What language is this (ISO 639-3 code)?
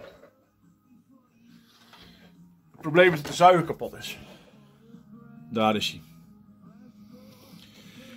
nld